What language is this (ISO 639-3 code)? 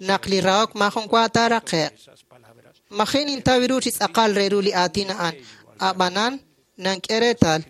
kek